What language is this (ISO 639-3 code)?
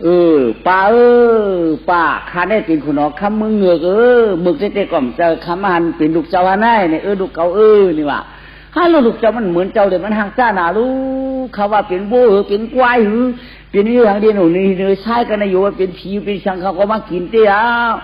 shn